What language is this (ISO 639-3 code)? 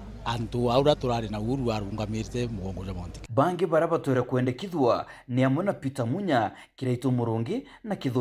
mer